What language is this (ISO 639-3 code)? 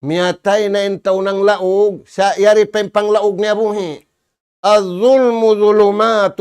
tsg